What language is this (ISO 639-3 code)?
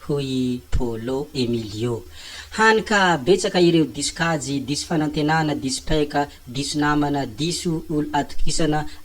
mlg